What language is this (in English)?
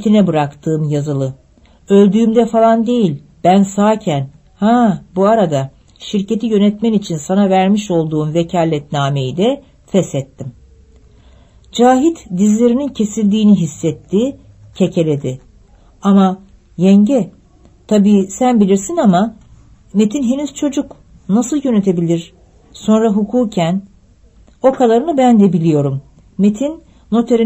Turkish